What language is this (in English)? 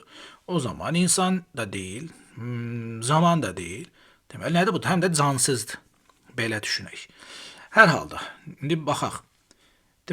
Azerbaijani